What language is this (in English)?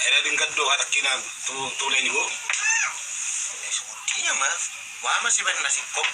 Batak Toba